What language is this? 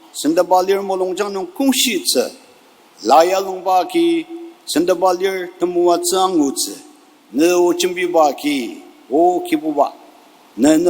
Ao Naga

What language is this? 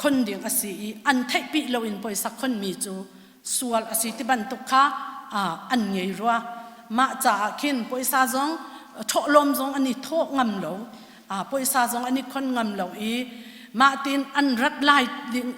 Hakha Chin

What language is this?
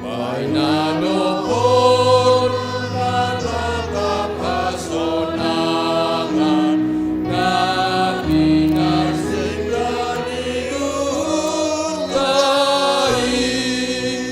Batak Simalungun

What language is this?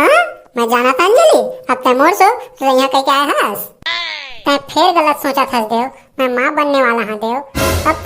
Chhattisgarhi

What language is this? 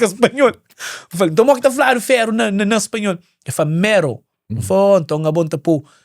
Kabuverdianu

